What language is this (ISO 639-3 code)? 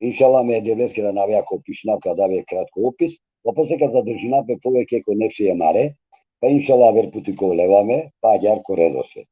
rmn